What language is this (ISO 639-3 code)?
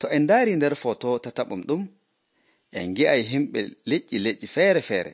fuv